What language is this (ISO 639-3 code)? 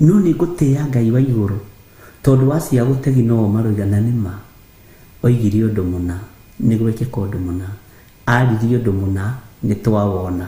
kik